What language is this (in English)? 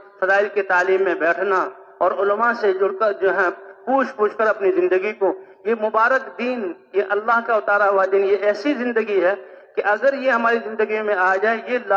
Urdu